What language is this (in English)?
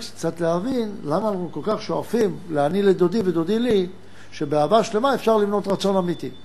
Hebrew